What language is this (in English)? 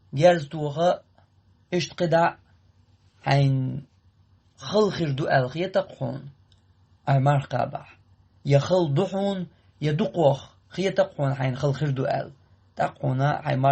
Chechen